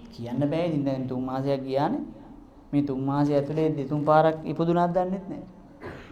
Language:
Sinhala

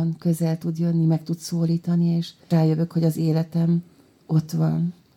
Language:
Hungarian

